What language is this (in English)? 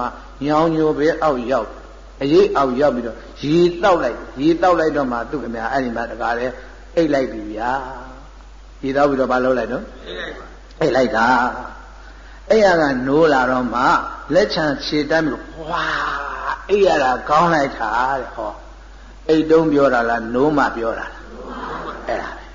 Burmese